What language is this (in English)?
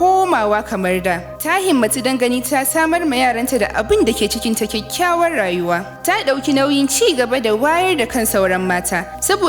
Hausa